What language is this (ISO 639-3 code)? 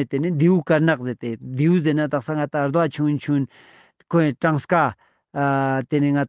lbj